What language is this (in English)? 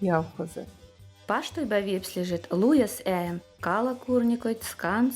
Veps